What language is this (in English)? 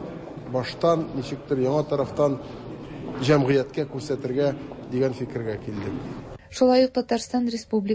Tatar